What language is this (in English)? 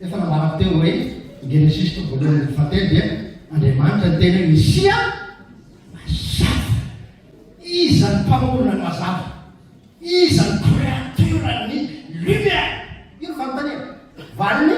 Malagasy